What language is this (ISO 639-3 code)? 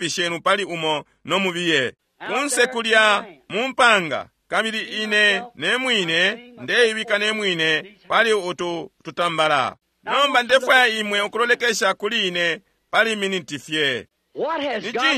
bem